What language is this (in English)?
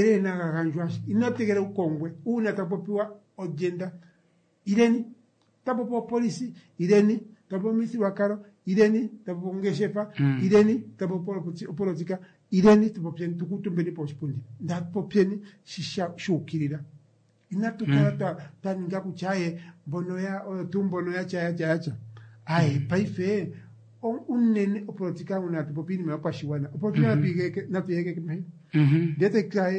Kuanyama